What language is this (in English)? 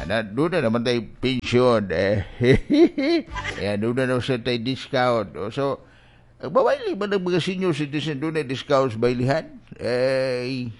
Cebuano